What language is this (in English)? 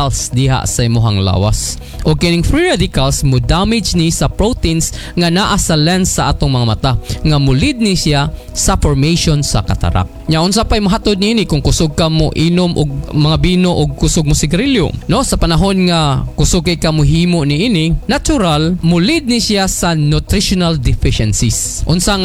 Cebuano